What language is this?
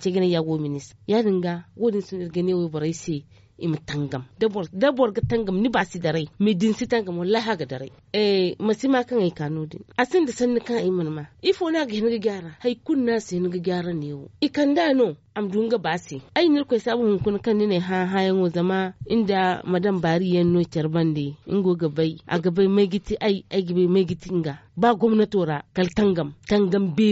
Zarma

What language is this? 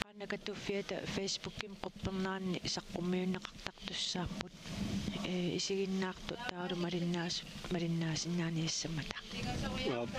Kalaallisut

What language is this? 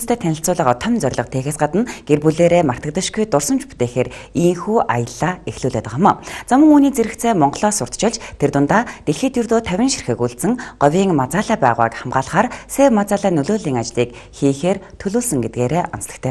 Mongolian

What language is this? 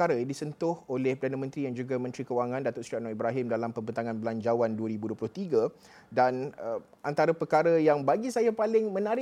Malay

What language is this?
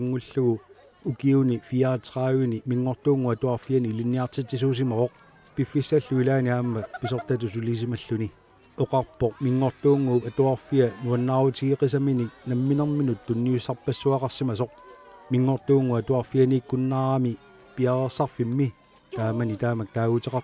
Kalaallisut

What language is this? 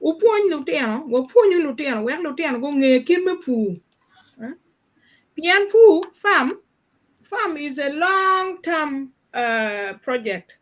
Acoli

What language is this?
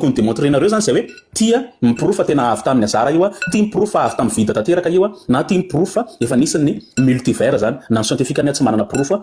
Malagasy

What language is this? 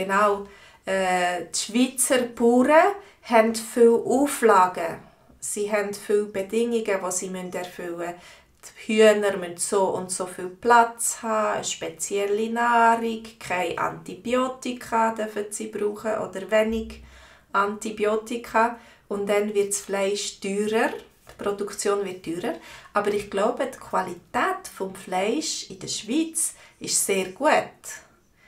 Swiss German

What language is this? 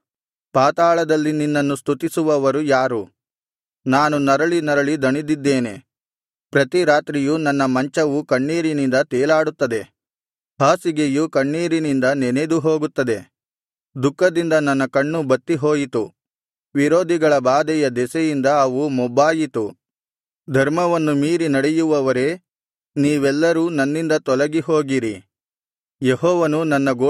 Kannada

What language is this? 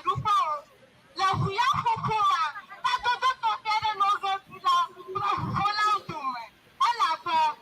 Ewe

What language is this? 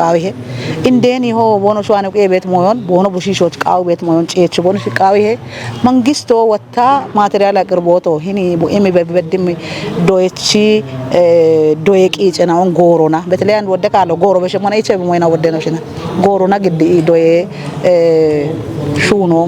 Kafa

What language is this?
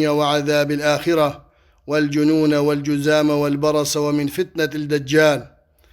Kurdish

